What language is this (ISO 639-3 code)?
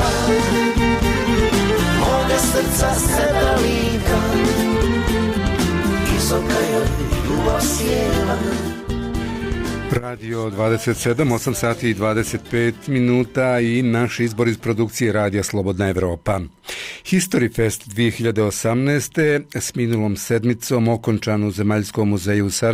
bos